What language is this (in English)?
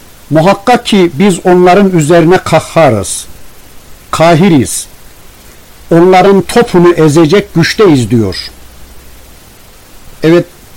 Turkish